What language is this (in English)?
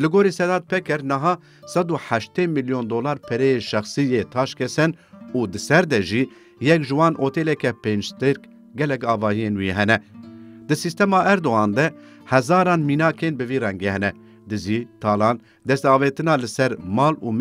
Kurdish